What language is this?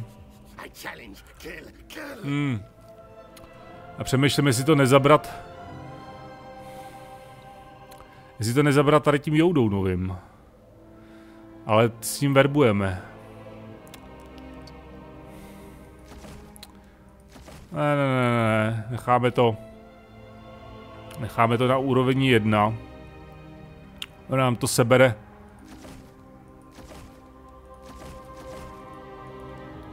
Czech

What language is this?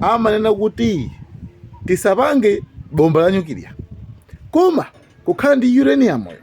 Nyanja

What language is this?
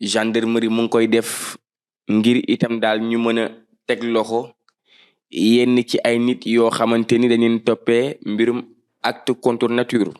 Wolof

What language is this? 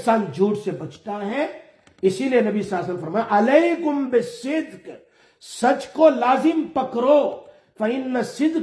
Urdu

